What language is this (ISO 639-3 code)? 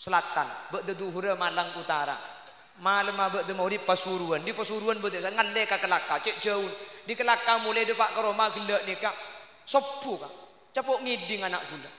mad